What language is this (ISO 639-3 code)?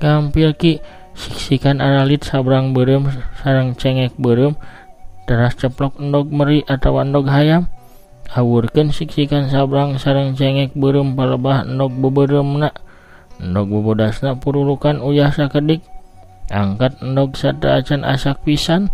sun